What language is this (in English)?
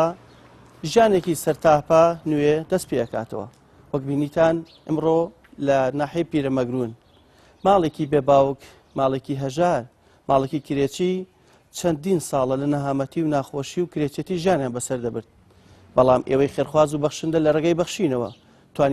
Central Kurdish